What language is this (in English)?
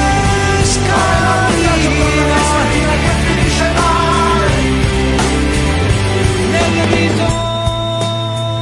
Italian